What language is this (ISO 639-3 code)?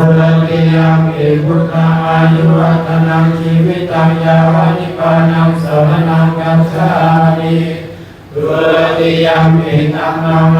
pli